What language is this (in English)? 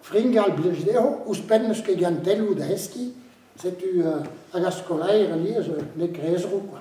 Breton